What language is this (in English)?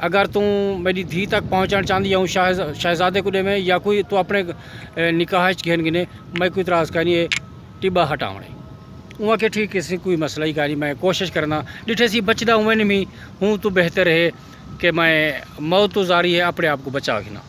Saraiki